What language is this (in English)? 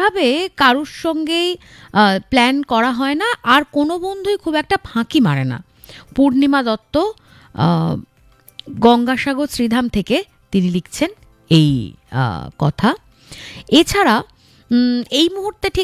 Bangla